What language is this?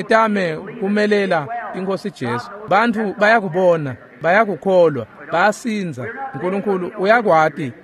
Swati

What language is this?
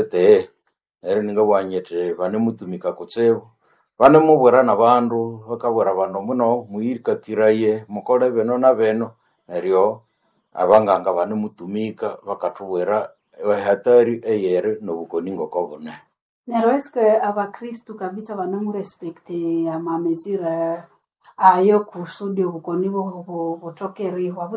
Nande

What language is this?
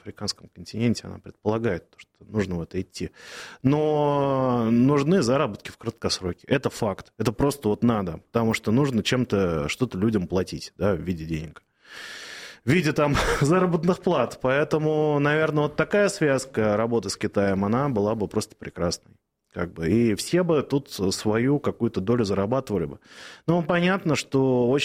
Russian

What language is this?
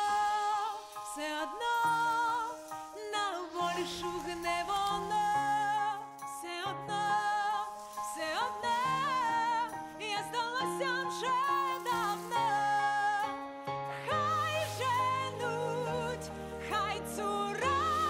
Ukrainian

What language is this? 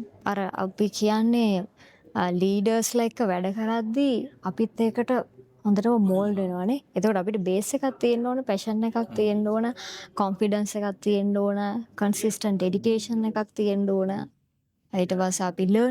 Sinhala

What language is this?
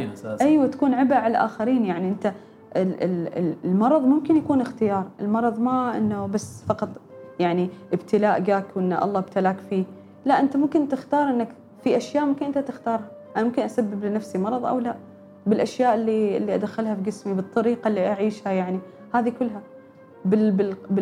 Gulf Arabic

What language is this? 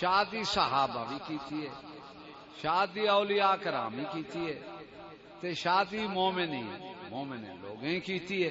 Saraiki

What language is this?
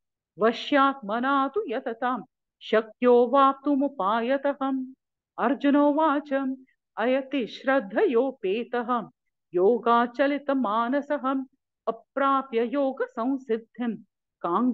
Sanskrit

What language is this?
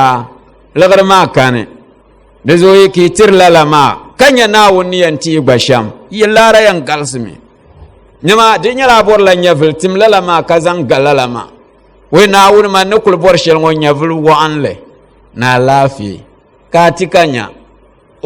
Dagbani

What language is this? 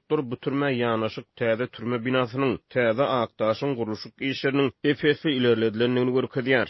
Turkmen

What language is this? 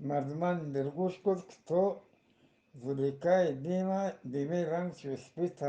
Eastern Balochi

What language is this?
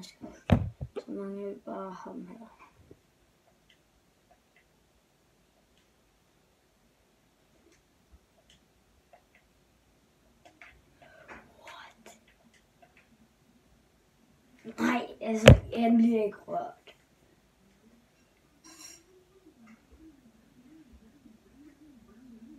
Danish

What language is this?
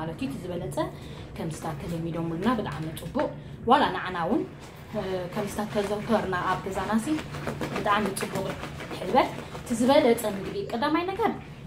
Tigrinya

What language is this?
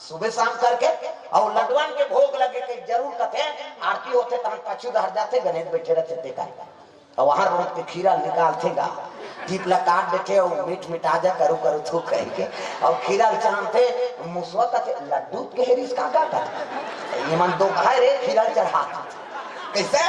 Chhattisgarhi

